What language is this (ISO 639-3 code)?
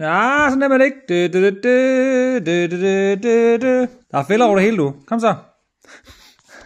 dan